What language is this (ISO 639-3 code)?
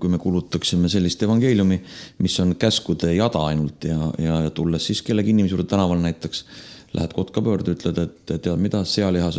est